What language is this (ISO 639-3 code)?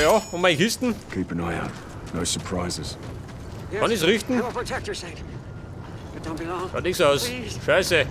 bar